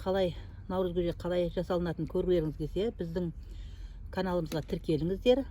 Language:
Kazakh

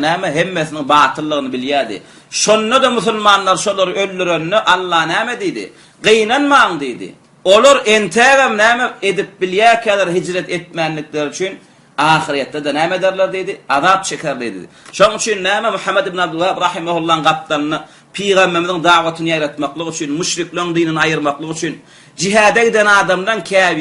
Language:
Turkmen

